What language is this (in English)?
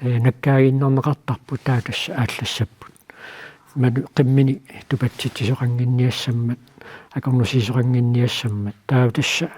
Kalaallisut